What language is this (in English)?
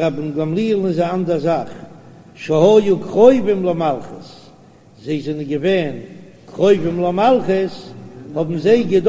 Yiddish